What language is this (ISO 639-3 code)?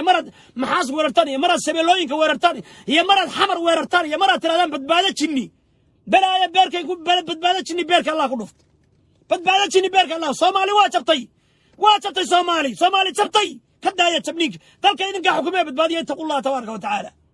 som